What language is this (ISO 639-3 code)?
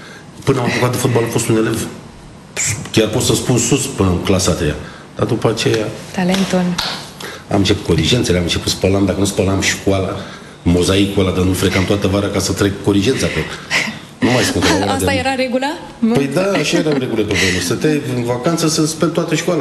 ron